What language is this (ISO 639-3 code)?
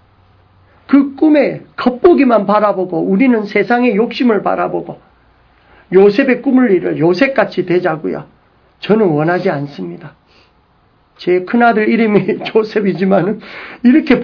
kor